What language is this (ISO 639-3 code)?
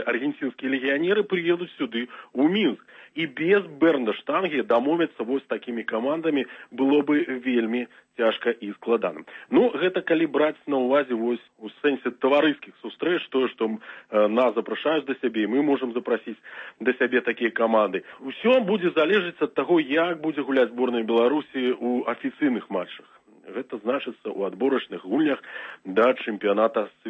bel